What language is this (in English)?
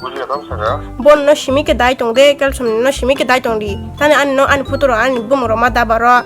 Kok Borok